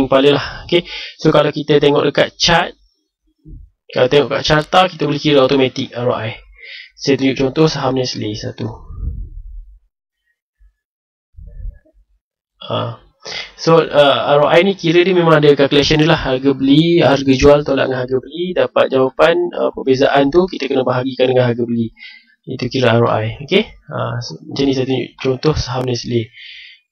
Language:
Malay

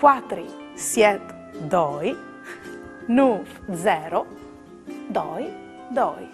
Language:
Friulian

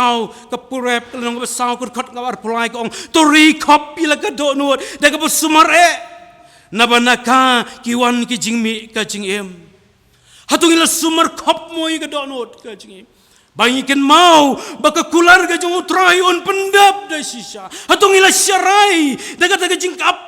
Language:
Khasi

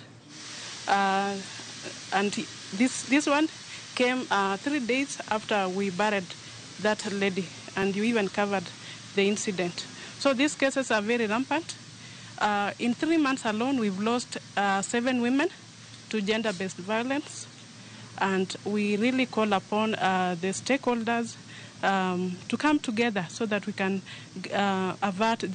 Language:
Luo (Kenya and Tanzania)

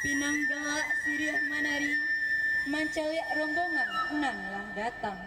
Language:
Minangkabau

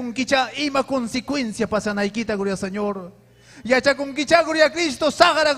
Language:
Ayacucho Quechua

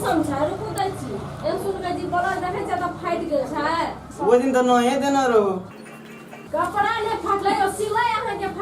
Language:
Maithili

